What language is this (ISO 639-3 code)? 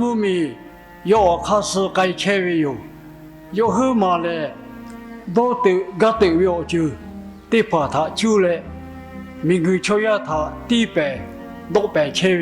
lhu